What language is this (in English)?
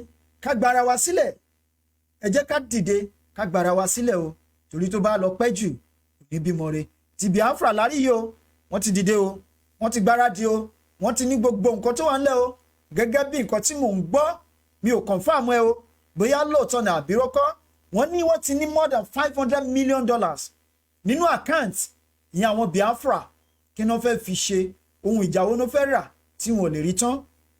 Yoruba